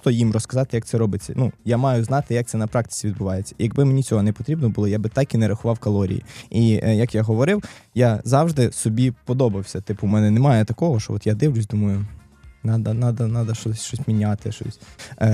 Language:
Ukrainian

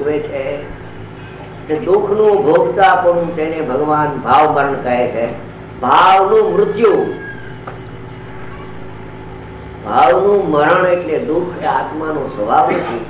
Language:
Gujarati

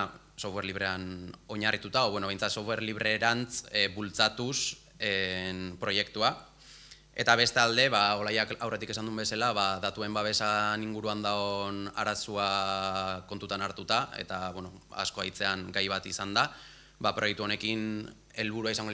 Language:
Basque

